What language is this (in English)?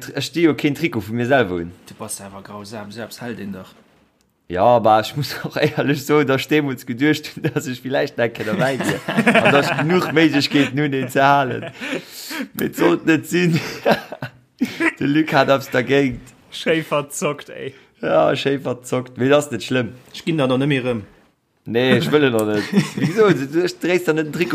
Luxembourgish